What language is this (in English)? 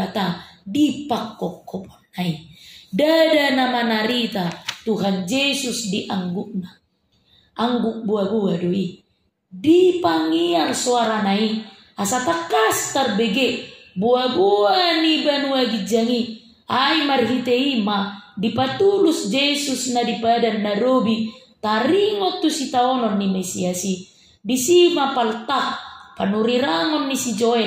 Batak Toba